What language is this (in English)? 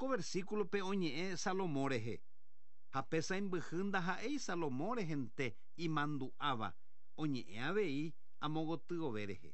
Guarani